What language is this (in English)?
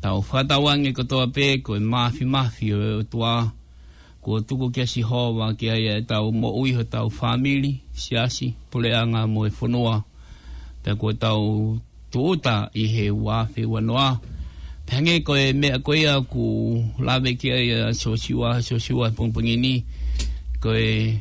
Tongan